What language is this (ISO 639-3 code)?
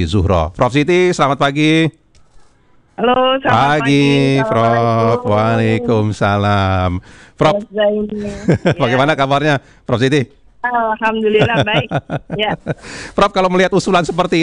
ind